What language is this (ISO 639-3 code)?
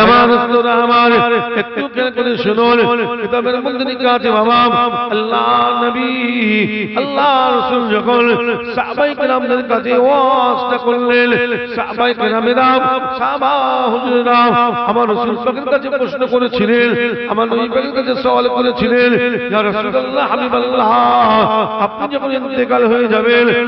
ben